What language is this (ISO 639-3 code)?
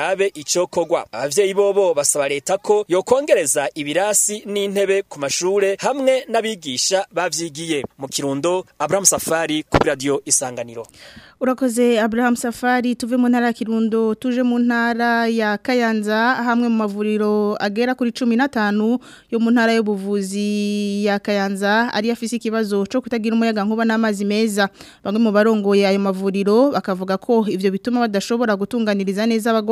run